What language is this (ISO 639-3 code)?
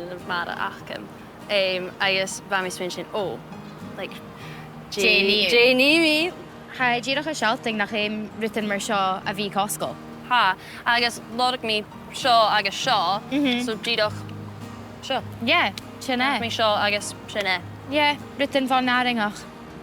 gla